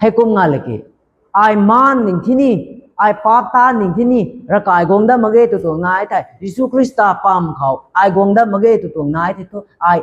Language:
Rongmei Naga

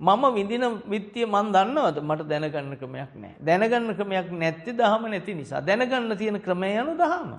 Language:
Sinhala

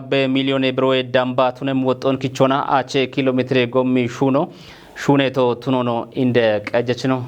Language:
Kafa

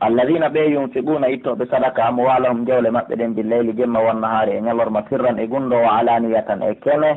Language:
Pular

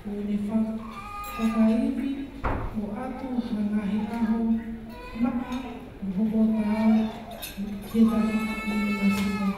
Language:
Tongan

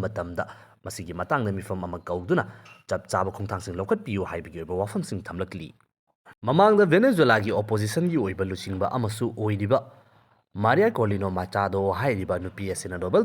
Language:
Manipuri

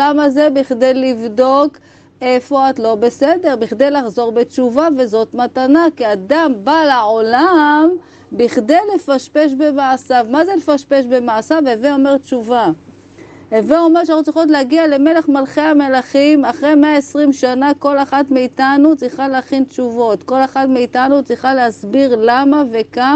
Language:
Hebrew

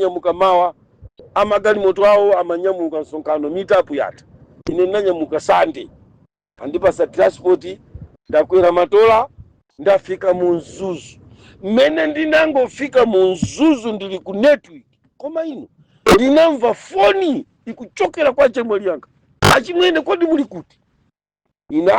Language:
Nyanja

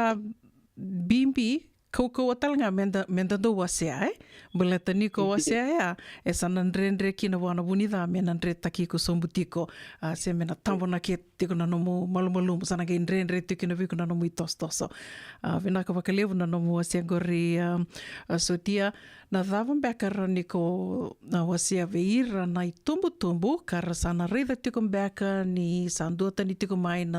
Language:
Fijian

